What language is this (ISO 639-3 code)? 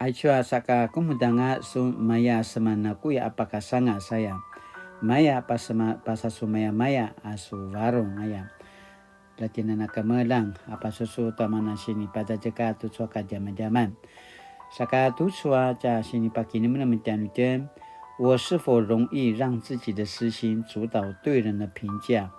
pwn